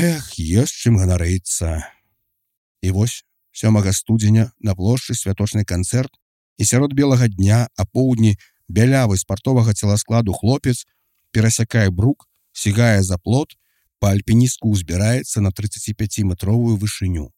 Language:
Belarusian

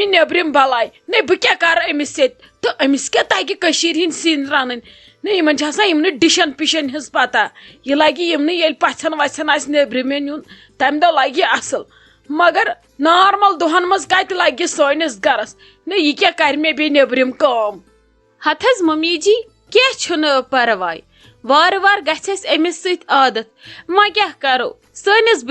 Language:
Kashmiri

